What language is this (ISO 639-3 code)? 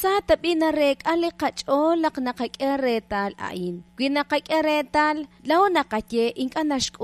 kek